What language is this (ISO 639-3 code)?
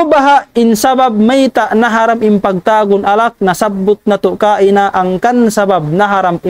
tsg